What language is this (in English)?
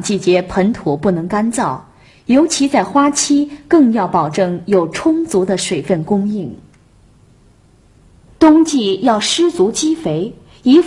Chinese